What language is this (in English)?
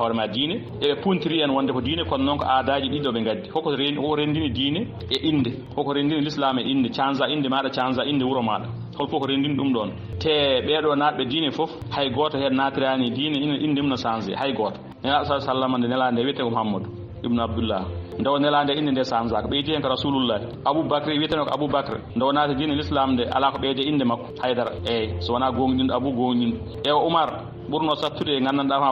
Fula